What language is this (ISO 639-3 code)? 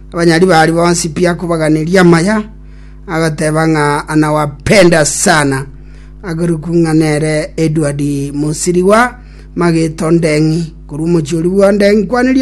guz